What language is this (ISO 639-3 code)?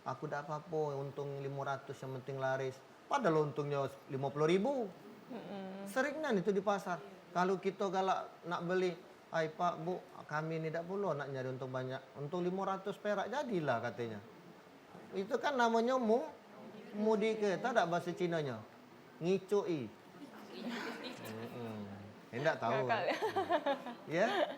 mui